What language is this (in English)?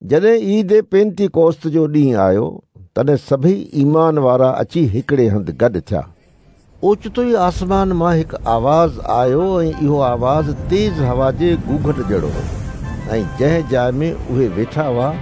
Sindhi